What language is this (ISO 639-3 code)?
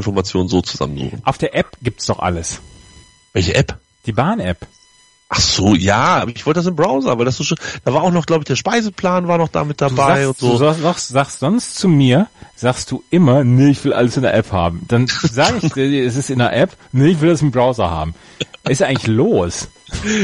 deu